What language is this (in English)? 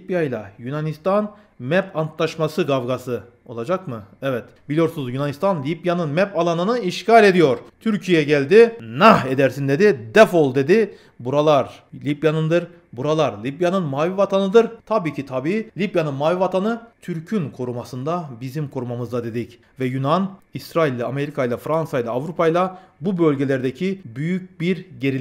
Turkish